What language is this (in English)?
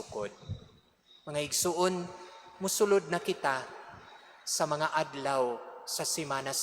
Cebuano